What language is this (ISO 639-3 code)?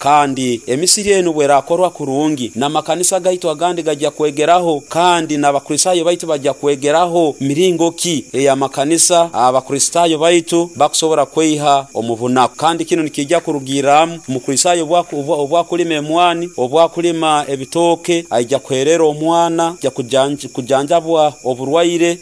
nyo